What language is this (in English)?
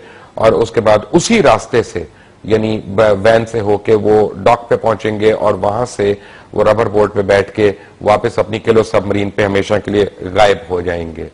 Urdu